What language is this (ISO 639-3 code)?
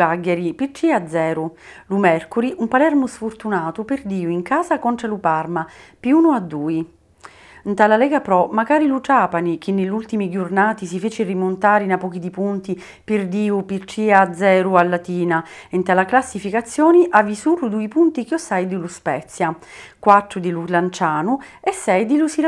scn